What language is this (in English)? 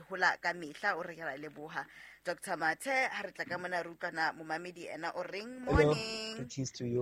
Southern Sotho